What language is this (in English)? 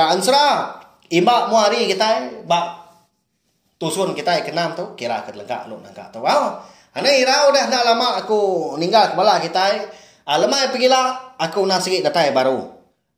Iban